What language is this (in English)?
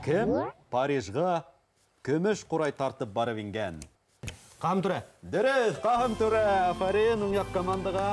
Bashkir